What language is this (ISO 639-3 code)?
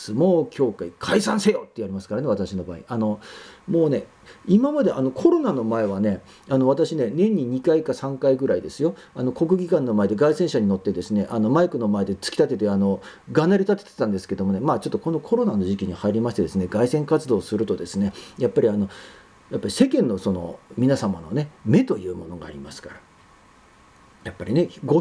jpn